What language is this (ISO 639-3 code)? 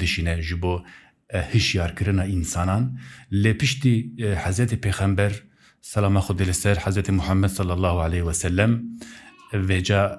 kur